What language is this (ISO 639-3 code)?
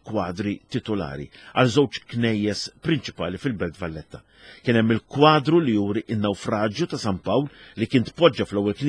mlt